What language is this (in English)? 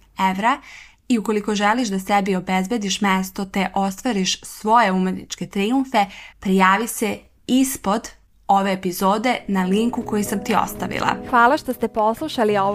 Serbian